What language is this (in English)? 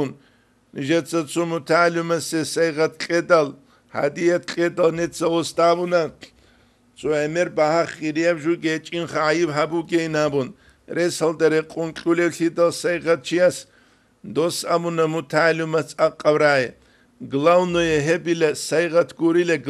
Avaric